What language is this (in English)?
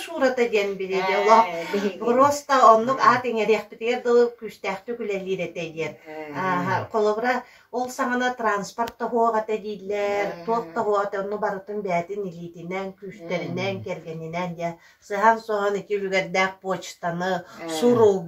Yakut